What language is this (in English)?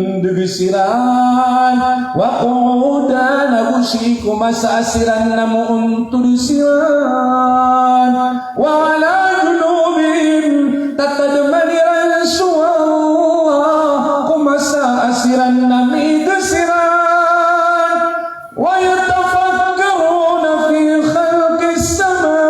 Maranao